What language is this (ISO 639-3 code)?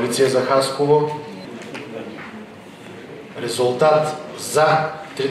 bul